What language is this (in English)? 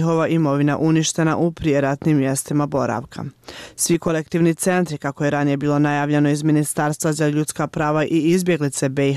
Bosnian